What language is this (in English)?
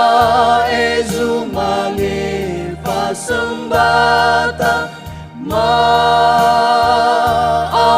Nias